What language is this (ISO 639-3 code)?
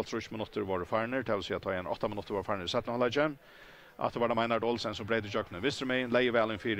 fao